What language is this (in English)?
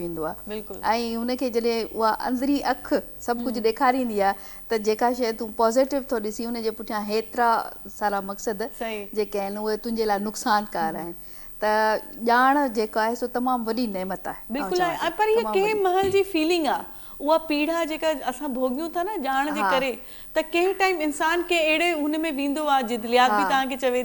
Sindhi